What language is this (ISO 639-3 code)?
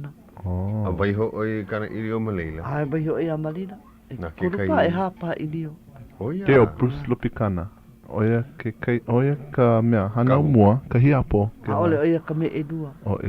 haw